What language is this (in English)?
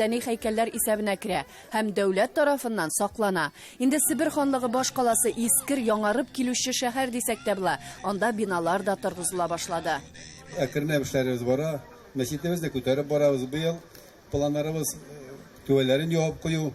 Tatar